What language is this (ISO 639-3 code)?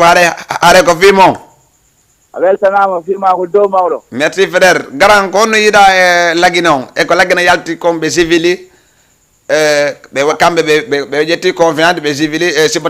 ful